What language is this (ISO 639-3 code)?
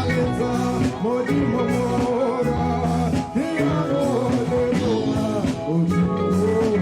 tsn